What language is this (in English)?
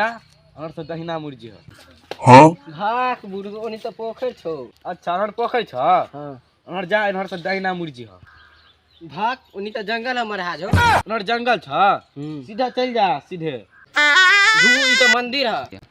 Maithili